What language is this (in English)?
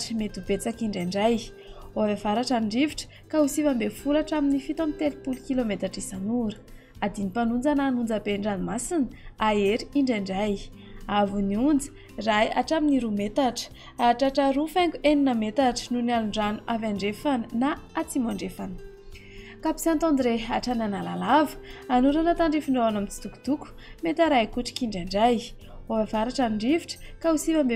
Malagasy